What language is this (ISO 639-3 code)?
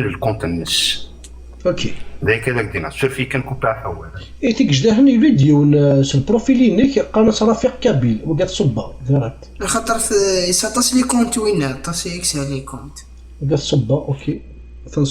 kab